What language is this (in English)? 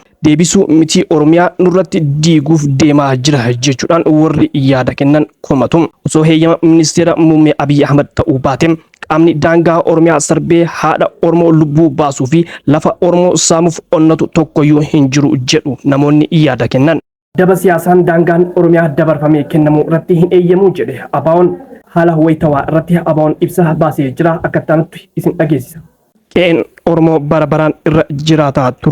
Oromo